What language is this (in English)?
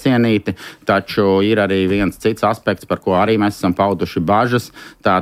Latvian